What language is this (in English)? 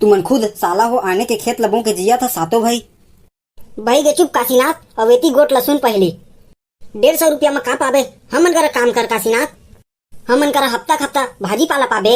Chhattisgarhi